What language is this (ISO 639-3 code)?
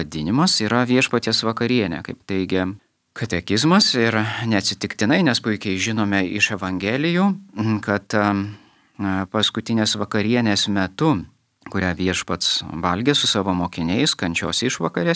lit